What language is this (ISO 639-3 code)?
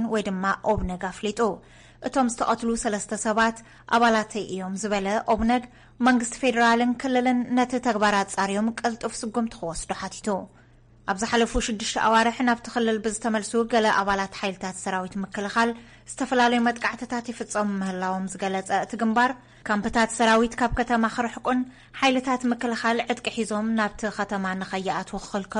tir